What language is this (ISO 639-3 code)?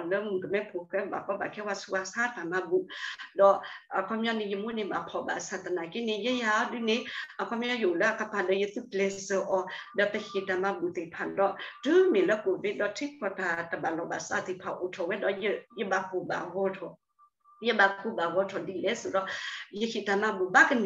ksw